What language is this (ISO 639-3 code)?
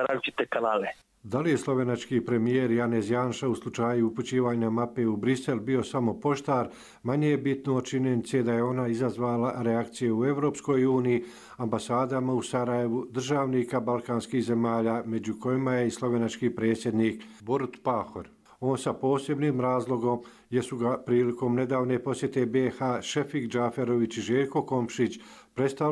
hrv